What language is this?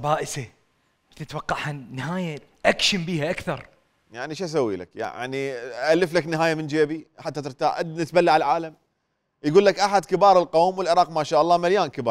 Mesopotamian Arabic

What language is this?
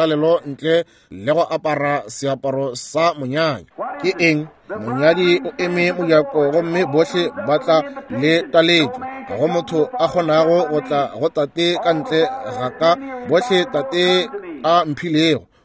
Northern Sotho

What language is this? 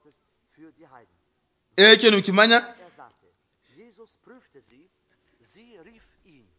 Nyoro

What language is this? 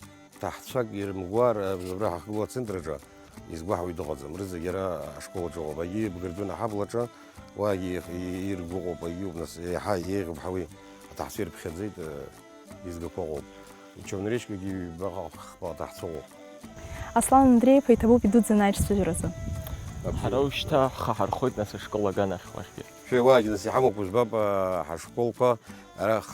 Abkhazian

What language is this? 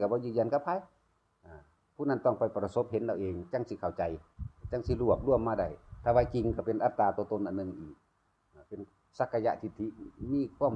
Northeastern Thai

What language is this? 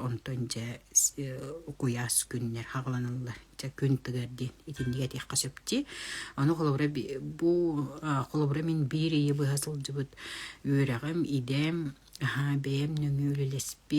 Yakut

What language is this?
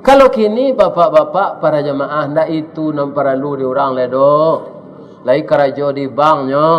Minangkabau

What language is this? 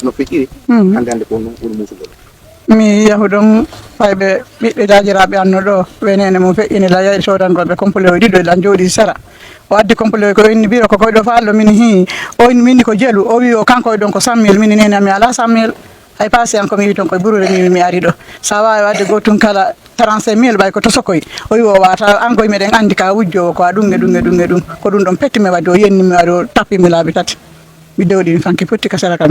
Fula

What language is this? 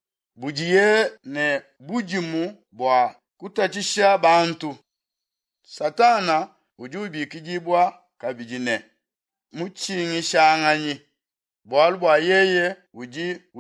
Luba-Lulua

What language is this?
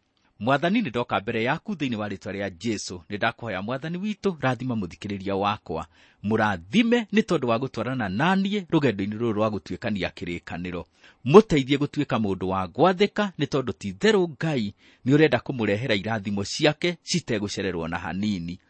Kikuyu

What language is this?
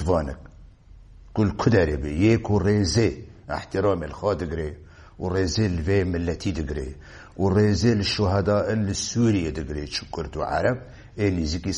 Kurdish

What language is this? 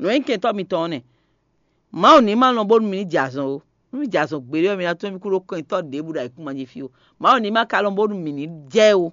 Fon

